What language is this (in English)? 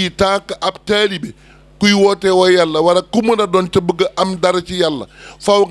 Wolof